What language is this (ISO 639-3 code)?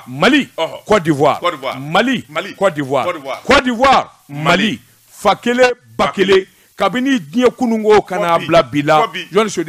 bam